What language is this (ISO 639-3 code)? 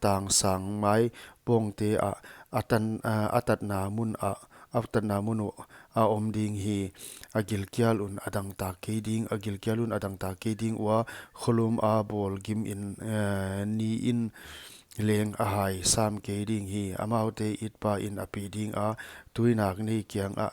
pck